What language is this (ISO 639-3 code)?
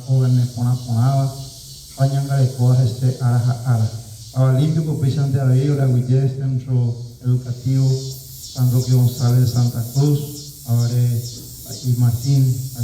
grn